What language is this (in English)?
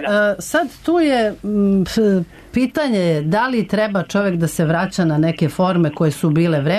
Serbian